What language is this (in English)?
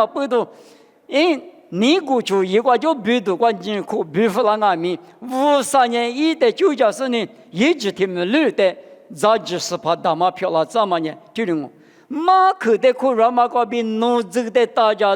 Lisu